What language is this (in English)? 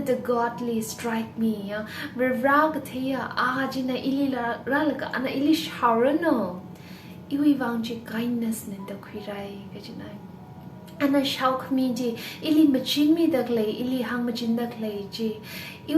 Tangkhul Naga (India)